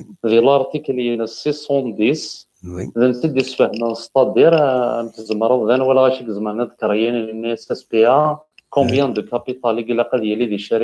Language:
Kabyle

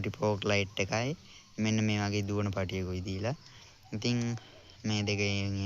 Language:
Sinhala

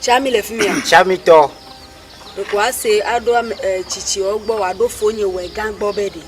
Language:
Ewe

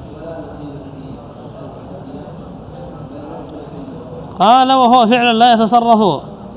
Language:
Arabic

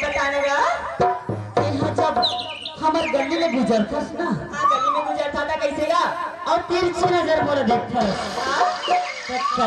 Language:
Chhattisgarhi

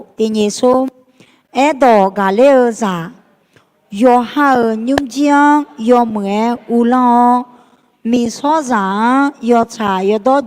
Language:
Akha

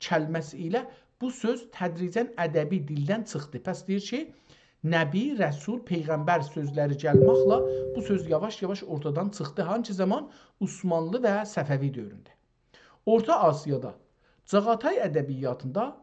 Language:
South Azerbaijani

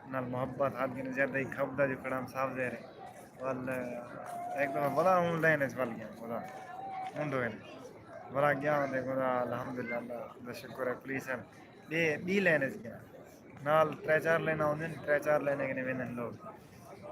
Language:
Saraiki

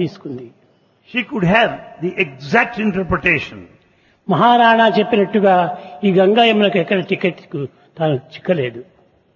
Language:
Telugu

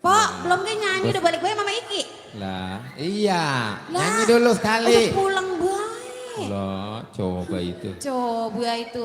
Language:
Betawi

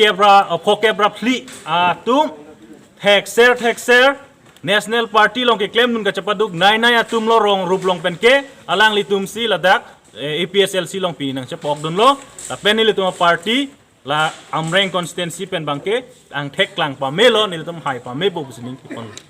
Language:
Karbi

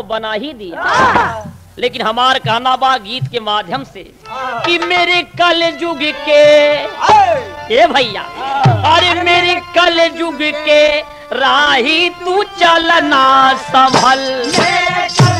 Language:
Bhojpuri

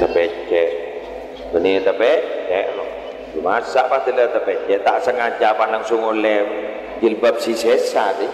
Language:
Madurese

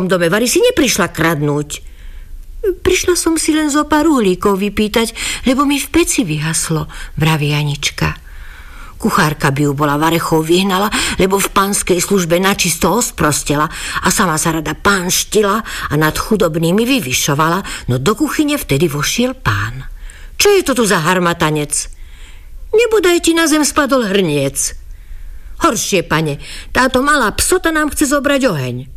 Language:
Slovak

